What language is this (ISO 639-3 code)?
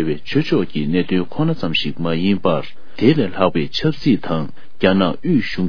bod